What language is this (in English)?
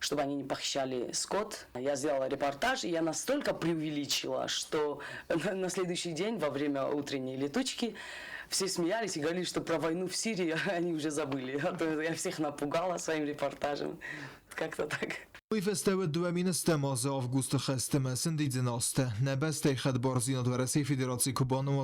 Ossetic